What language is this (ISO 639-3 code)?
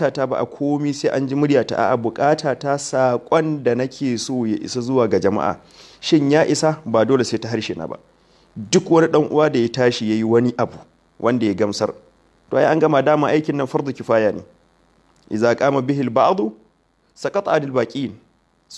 hau